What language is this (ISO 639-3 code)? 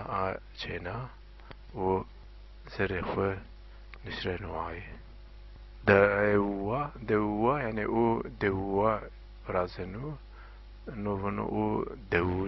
zza